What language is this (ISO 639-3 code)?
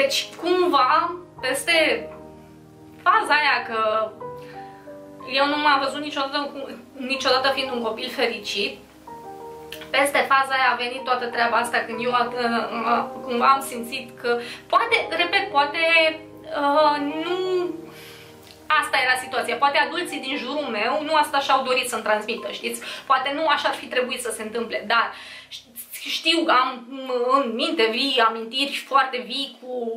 ron